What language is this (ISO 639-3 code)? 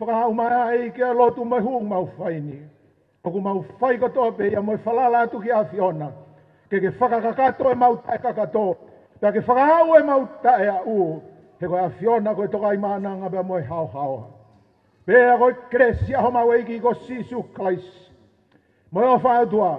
ton